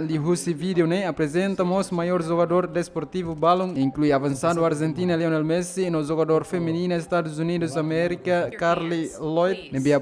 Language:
Tetum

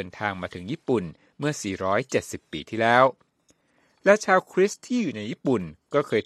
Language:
Thai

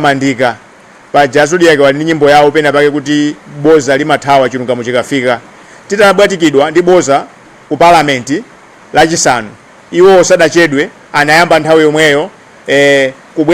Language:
Nyanja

